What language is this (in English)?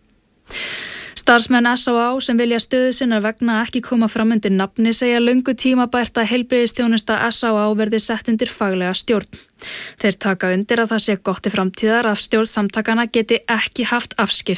Icelandic